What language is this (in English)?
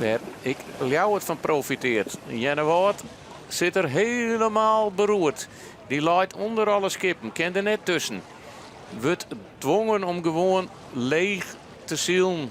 Western Frisian